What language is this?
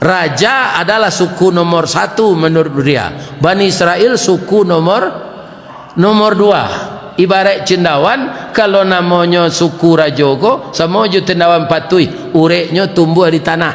Minangkabau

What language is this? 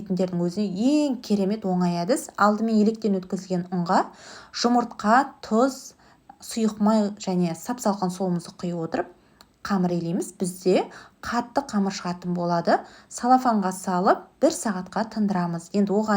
Kazakh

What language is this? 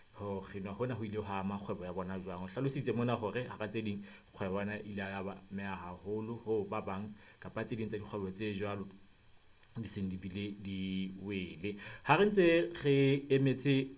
Southern Sotho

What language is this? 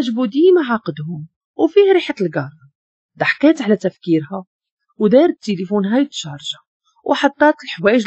Moroccan Arabic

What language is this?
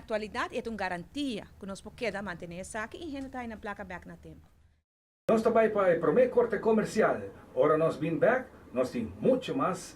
Papiamento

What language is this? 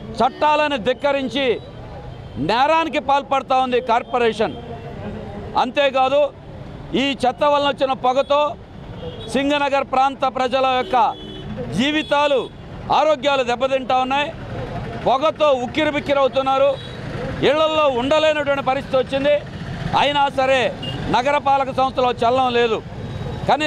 Telugu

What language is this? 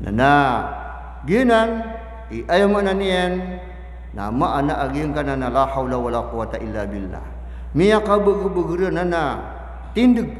Maranao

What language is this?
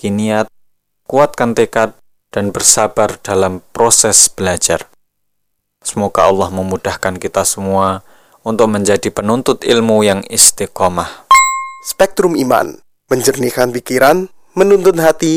Indonesian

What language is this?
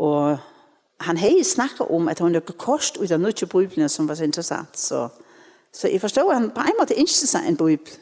Faroese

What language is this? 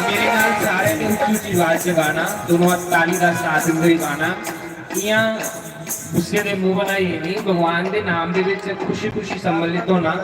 Dogri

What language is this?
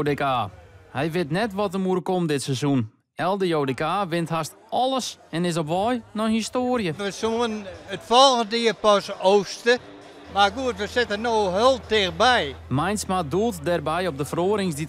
Western Frisian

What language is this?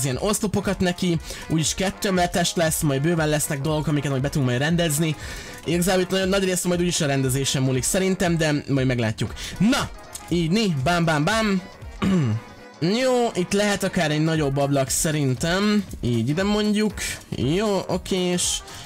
Hungarian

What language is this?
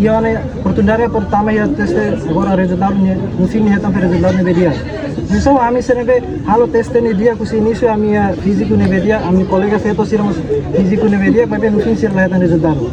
Tetum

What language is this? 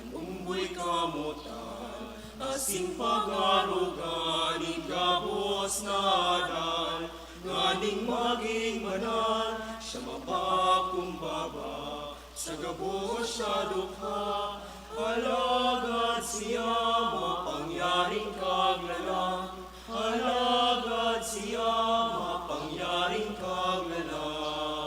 Bikol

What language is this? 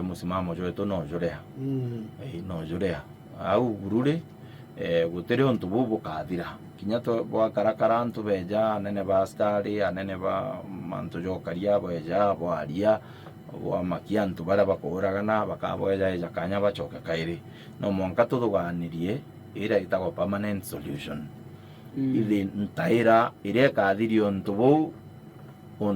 Meru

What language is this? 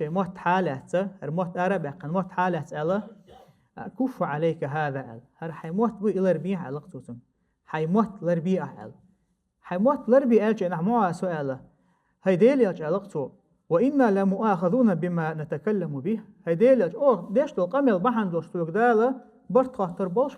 Chechen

